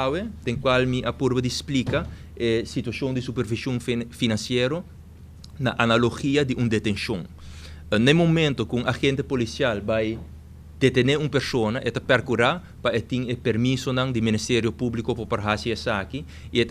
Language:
Papiamento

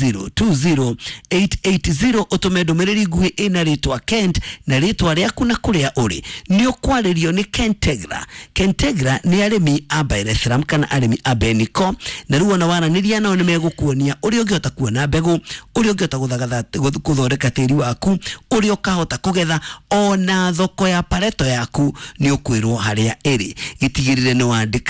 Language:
Kikuyu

